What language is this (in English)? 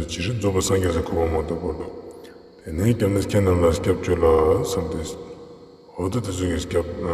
Ladakhi